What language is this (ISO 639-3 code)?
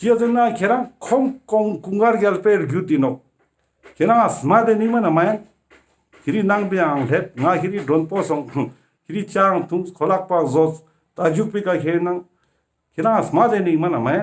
lbj